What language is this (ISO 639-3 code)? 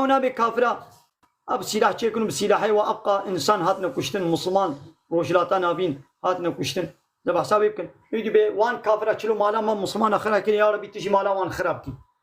kur